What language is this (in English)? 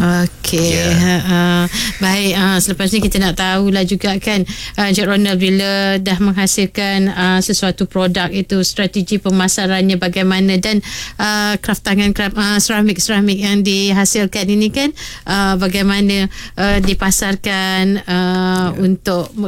Malay